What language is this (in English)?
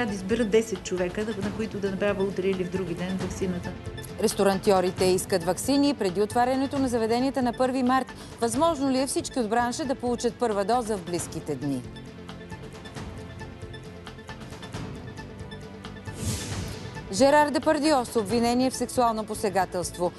Bulgarian